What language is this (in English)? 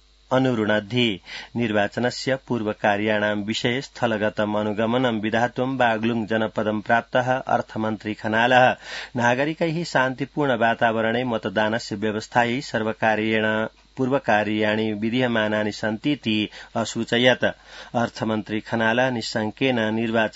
Sanskrit